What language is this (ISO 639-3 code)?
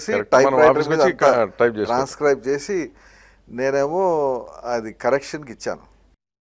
tel